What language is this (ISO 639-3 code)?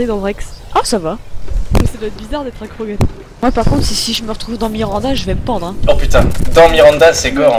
fra